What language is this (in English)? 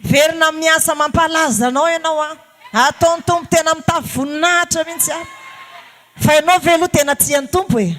Malagasy